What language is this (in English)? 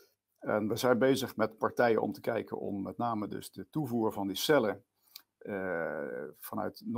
Dutch